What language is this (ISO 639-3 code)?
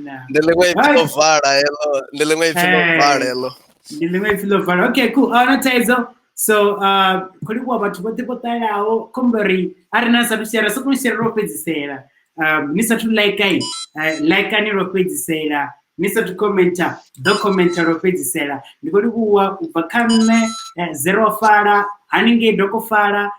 ven